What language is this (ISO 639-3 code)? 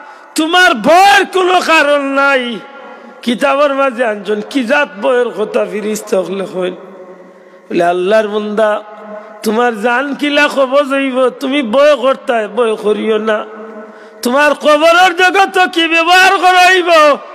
syl